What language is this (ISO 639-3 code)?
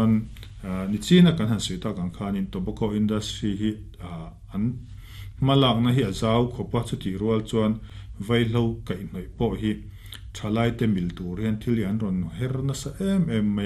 lus